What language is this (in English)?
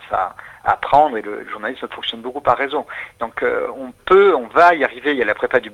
French